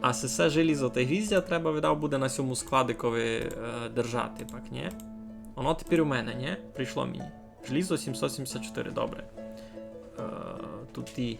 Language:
Rusyn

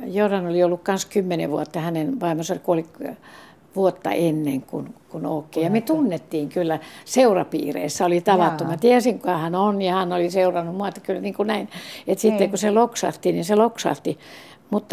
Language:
Finnish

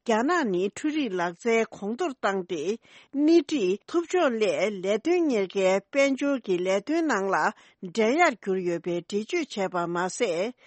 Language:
Tibetan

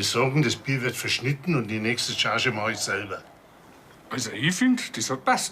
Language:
Bavarian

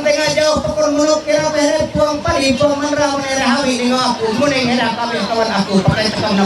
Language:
Ma'anyan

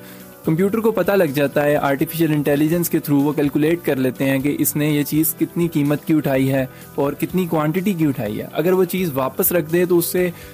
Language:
Urdu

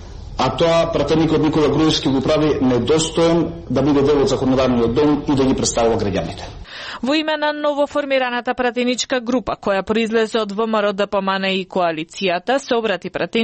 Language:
Macedonian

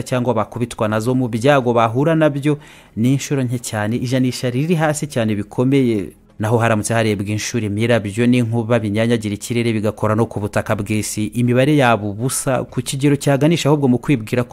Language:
Kinyarwanda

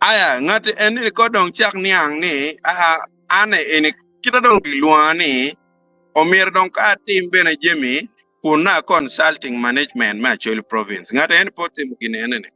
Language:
Acoli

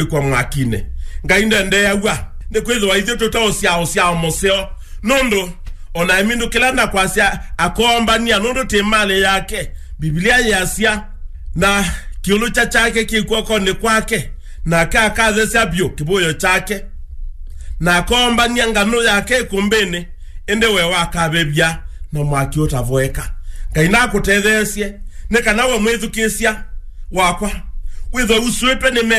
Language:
Kamba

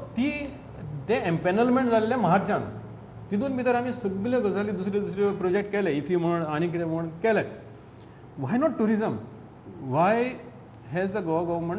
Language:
Konkani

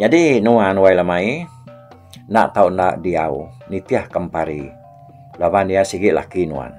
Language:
Iban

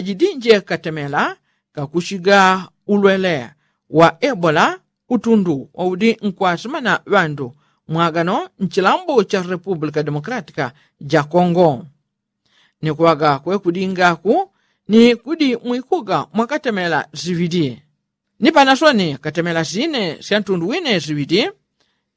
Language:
Yao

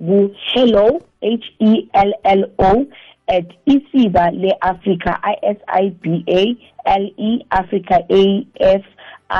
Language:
South Ndebele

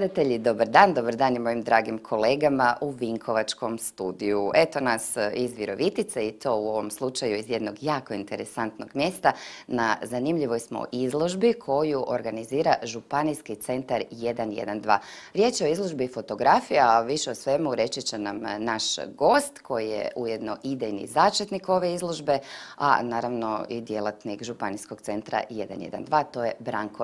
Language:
Croatian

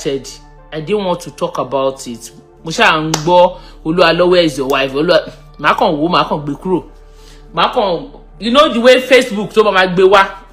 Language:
Yoruba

